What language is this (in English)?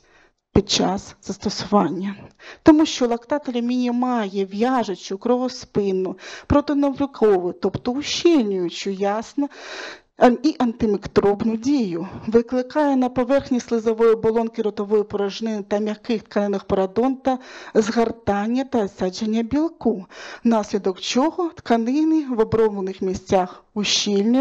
Ukrainian